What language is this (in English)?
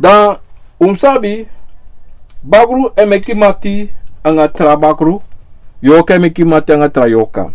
Sranan Tongo